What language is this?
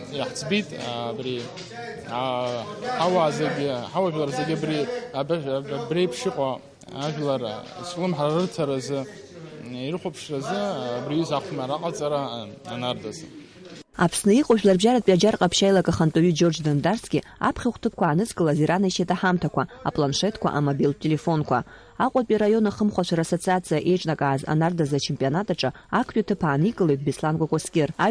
Abkhazian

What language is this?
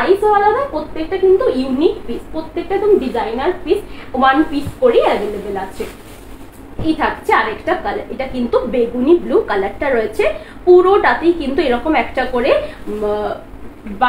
Bangla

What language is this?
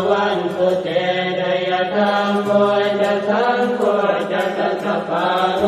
Pali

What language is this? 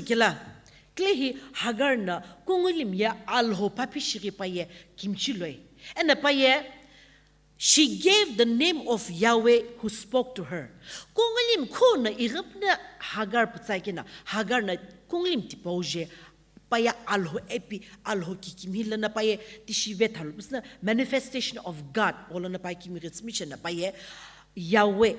Sumi Naga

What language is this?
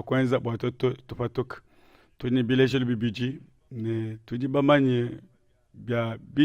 Luba-Lulua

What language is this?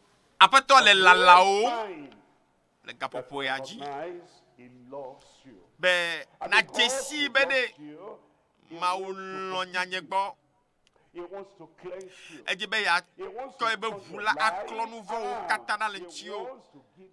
Ewe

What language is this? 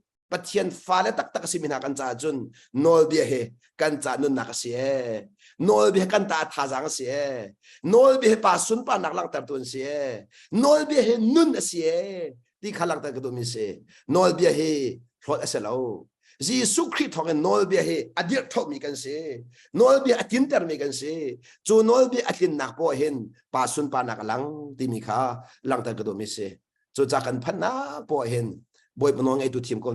Hakha Chin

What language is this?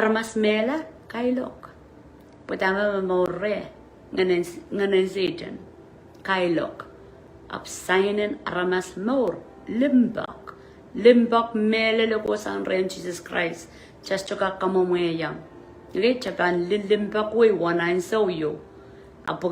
Pohnpeian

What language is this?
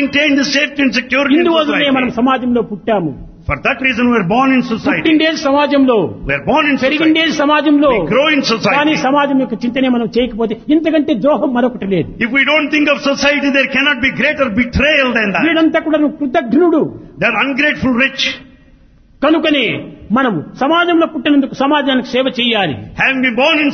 Telugu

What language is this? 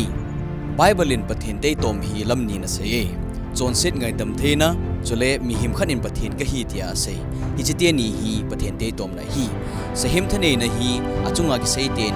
Thado Chin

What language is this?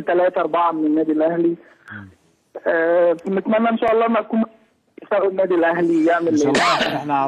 Egyptian Arabic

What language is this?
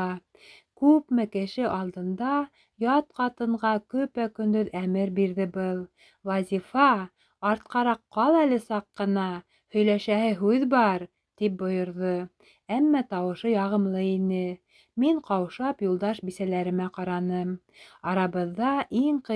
Bashkir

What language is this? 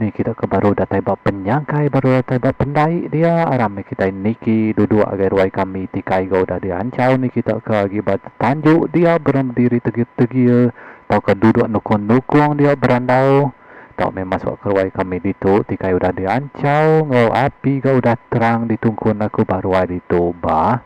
Iban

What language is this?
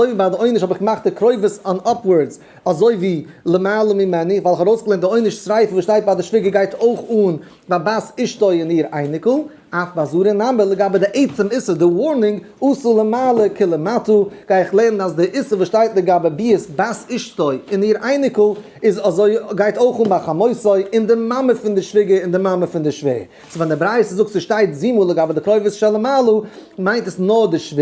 Yiddish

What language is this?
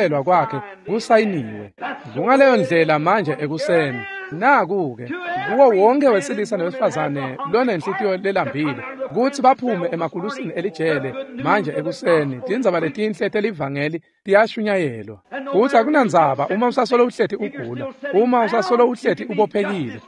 Swati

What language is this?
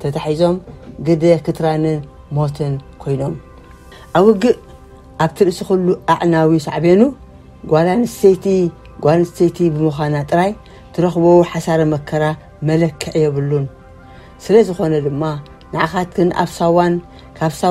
Tigrinya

